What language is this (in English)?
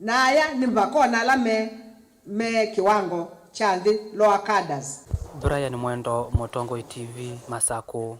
Kamba